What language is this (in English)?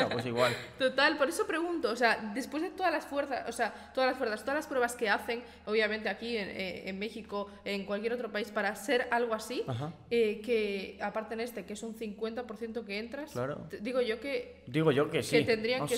Spanish